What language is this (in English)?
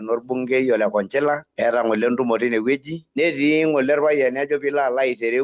Masai